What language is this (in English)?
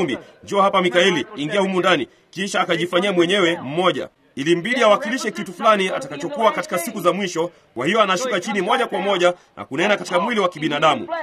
Swahili